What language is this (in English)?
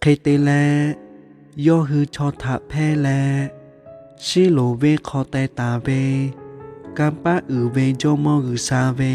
Lahu